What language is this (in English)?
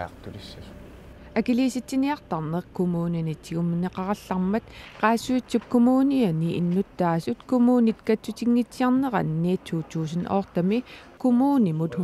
Kalaallisut